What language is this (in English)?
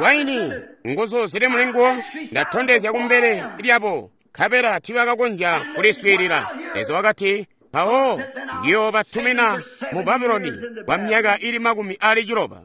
Tonga (Zambia)